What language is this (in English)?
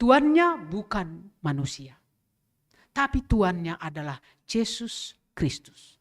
Batak Simalungun